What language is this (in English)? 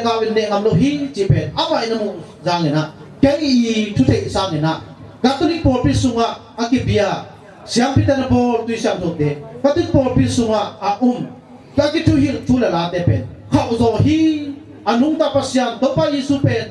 Tedim Chin